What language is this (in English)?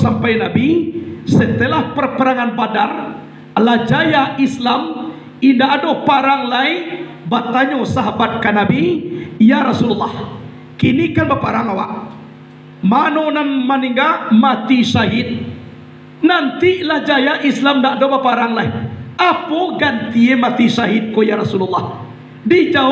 Minangkabau